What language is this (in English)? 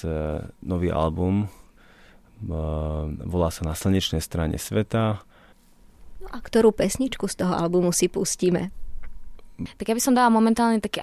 Slovak